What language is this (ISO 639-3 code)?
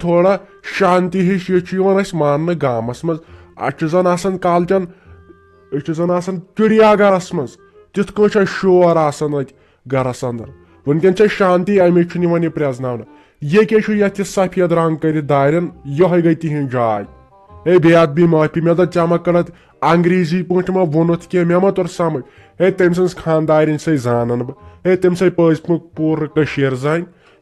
kas